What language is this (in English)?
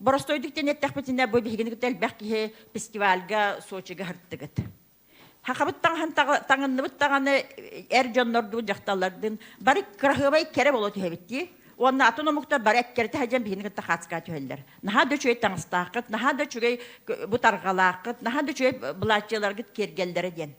Yakut